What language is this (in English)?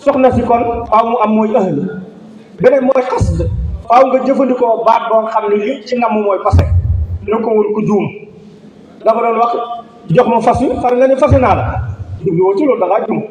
Wolof